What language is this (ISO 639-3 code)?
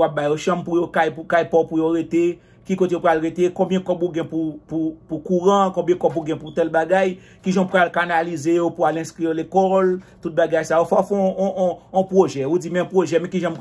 hat